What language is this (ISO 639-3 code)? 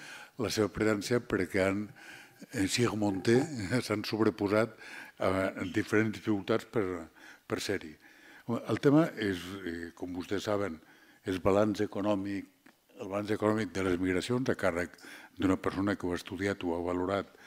cat